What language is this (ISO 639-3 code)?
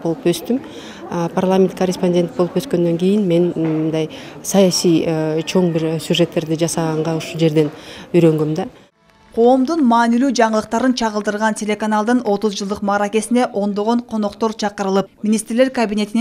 kir